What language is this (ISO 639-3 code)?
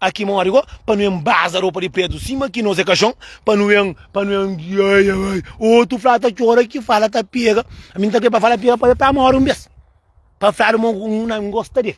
kea